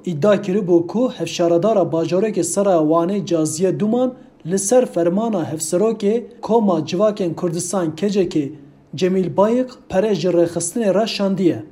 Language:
Kurdish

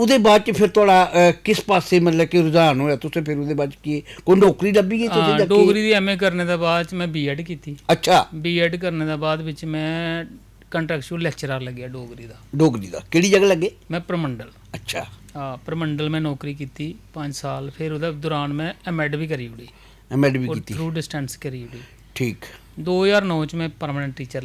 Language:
Dogri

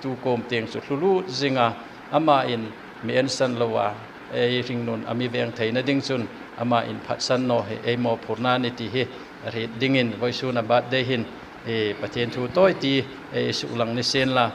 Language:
Hmar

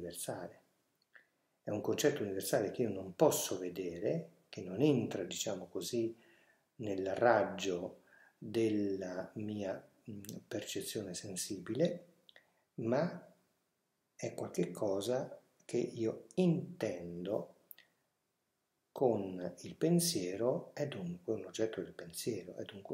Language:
Italian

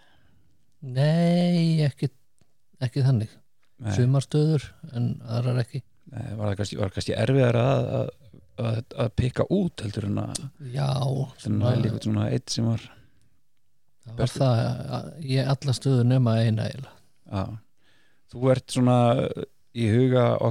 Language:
Icelandic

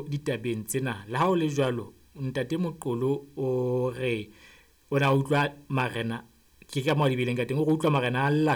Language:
Southern Sotho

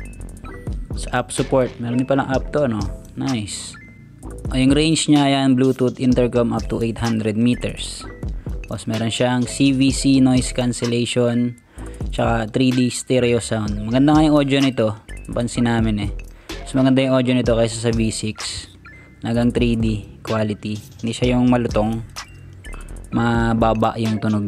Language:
Filipino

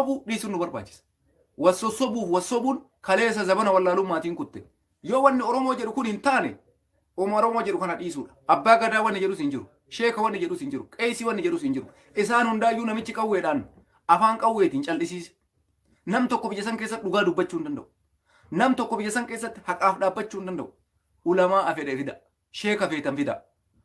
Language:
Oromo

